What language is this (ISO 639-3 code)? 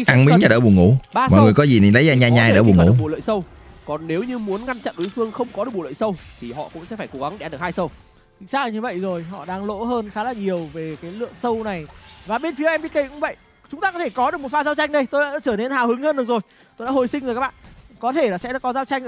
vie